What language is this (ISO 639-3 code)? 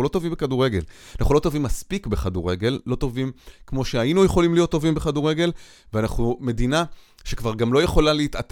heb